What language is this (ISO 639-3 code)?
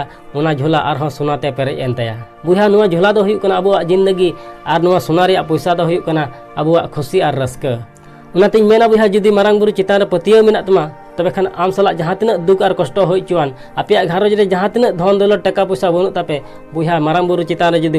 sat